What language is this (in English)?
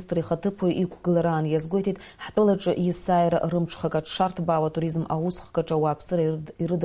Abkhazian